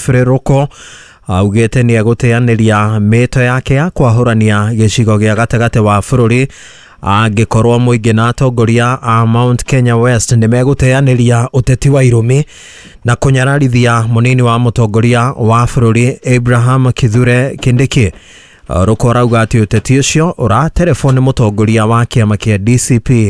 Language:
Kikuyu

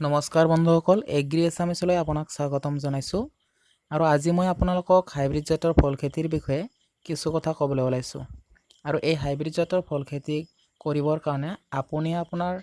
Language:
Assamese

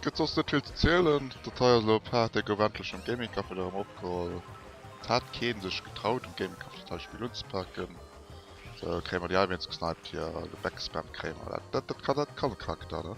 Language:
Luxembourgish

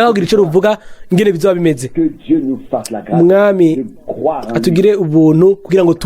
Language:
Rundi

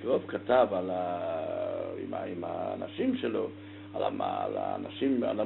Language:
Hebrew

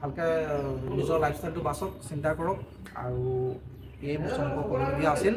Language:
Assamese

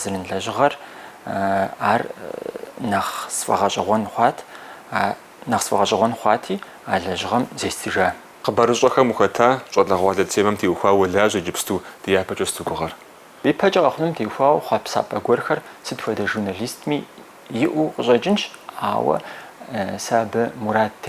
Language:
Kabardian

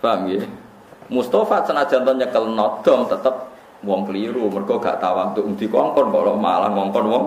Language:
Javanese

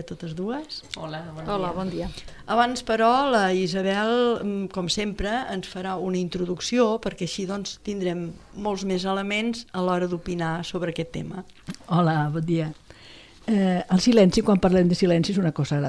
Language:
Catalan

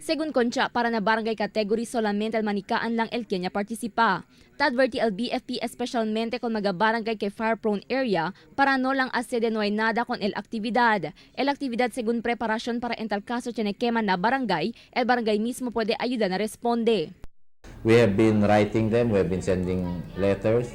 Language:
Chavacano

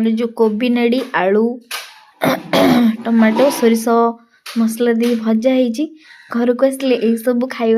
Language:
Odia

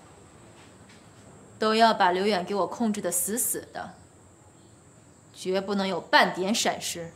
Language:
Chinese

